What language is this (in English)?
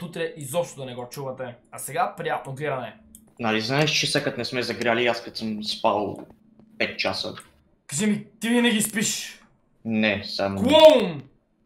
Bulgarian